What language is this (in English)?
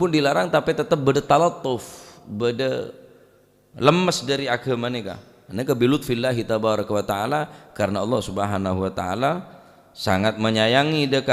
Madurese